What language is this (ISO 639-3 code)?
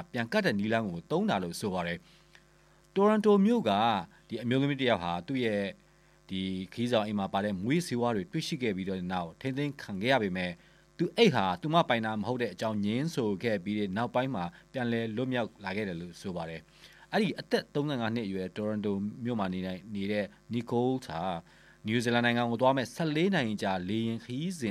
mya